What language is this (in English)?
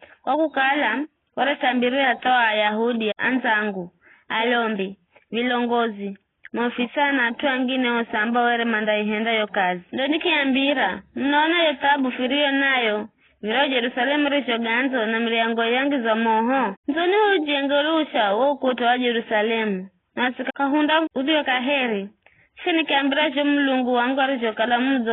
Giryama